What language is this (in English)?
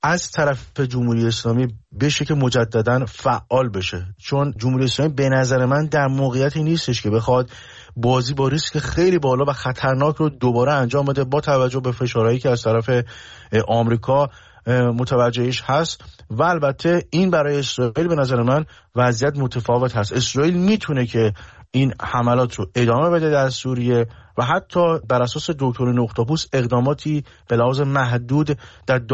Persian